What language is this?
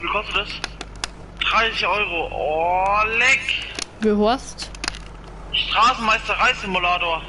Bavarian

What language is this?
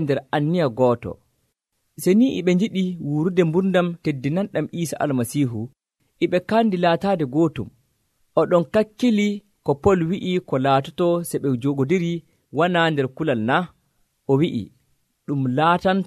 Nigerian Fulfulde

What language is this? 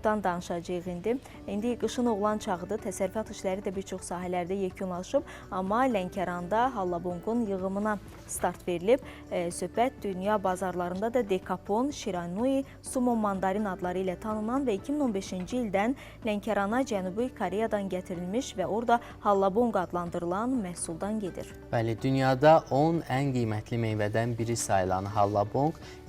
Azerbaijani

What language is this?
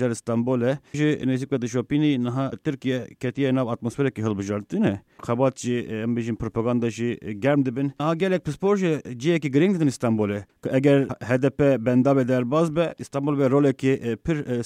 Kurdish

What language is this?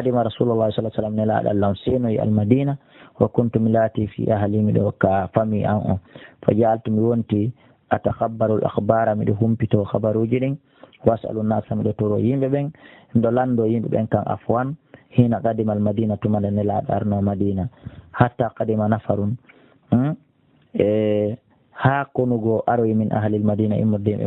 Fula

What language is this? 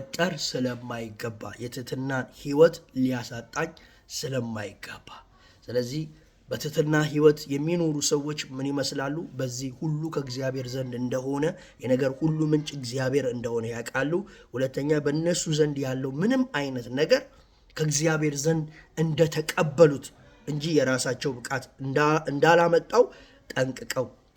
Amharic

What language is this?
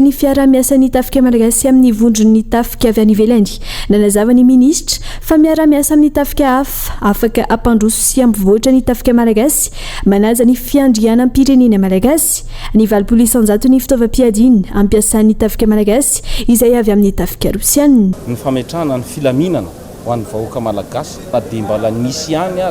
Malagasy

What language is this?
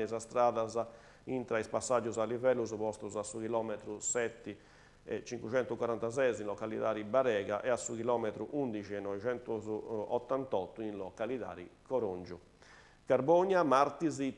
Sardinian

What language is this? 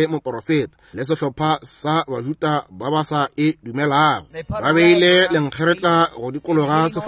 Northern Sotho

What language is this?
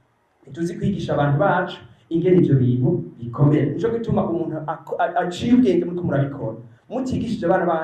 Rundi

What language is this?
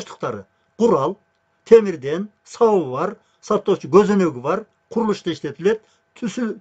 Kyrgyz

